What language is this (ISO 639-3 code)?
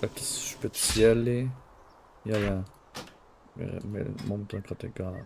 gsw